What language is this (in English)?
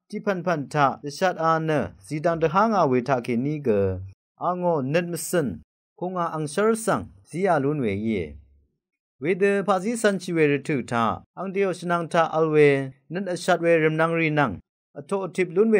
Rawang